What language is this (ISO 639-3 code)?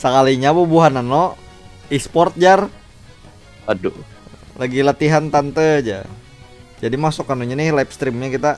bjn